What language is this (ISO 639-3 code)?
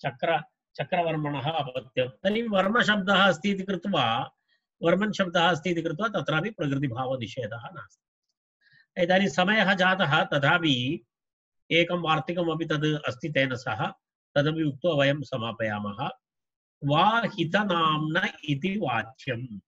san